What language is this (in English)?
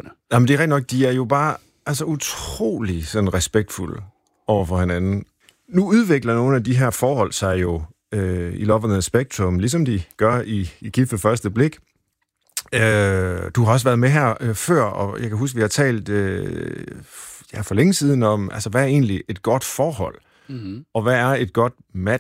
Danish